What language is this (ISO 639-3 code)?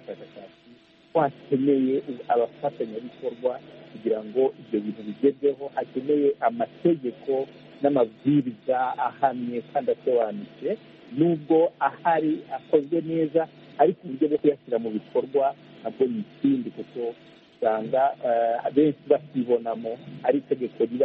kin